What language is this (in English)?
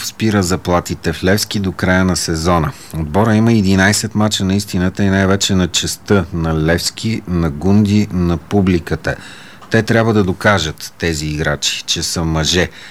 Bulgarian